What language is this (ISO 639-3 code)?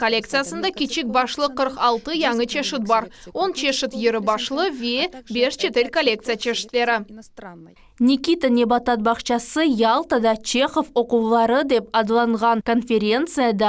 crh